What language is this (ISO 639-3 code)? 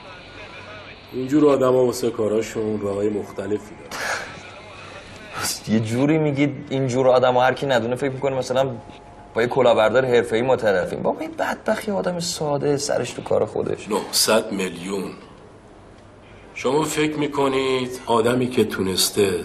fas